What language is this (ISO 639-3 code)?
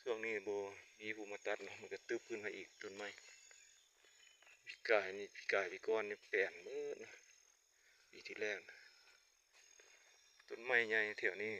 lao